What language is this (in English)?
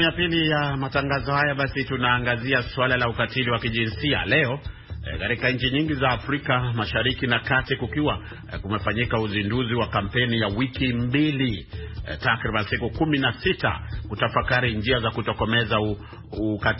Swahili